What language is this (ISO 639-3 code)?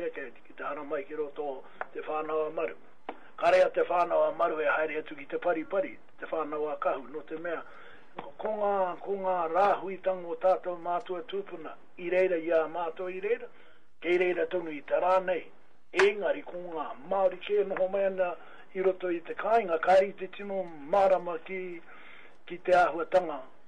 mri